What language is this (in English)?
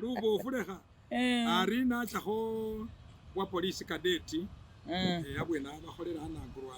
Masaaba